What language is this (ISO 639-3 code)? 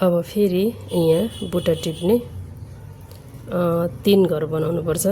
nep